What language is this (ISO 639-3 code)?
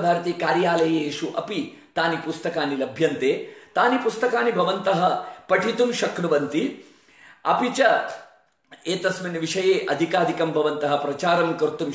san